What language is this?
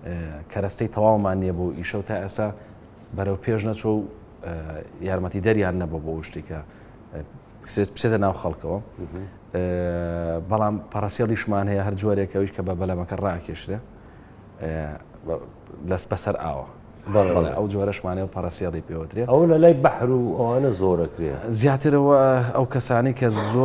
Central Kurdish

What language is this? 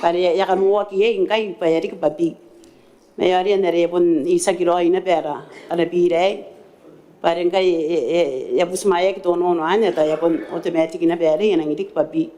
Gilbertese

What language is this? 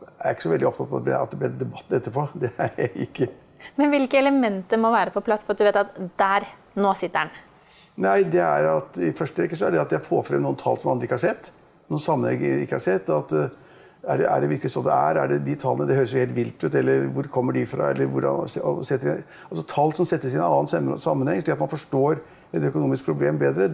Norwegian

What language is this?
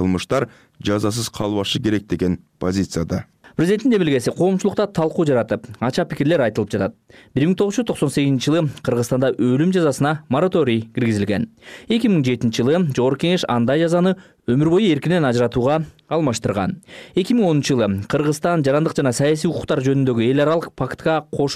Kyrgyz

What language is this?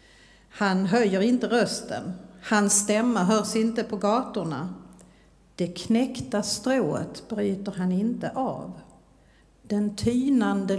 Swedish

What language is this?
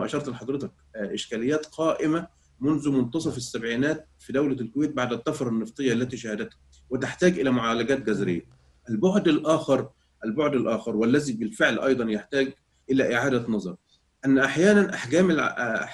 Arabic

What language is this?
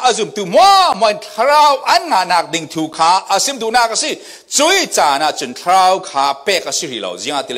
Falam Chin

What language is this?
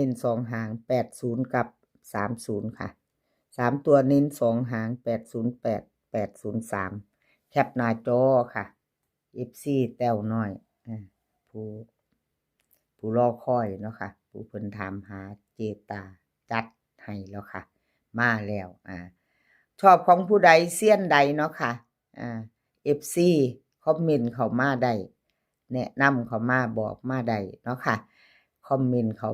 Northeastern Thai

